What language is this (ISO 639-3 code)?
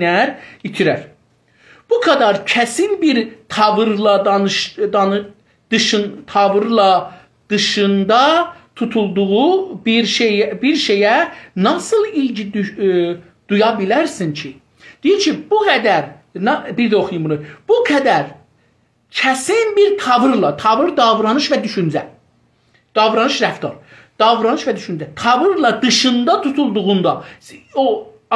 azb